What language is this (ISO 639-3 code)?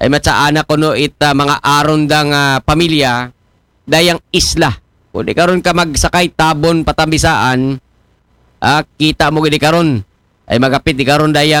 akl